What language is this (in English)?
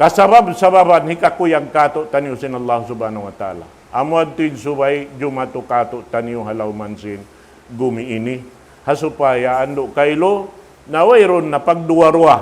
Tausug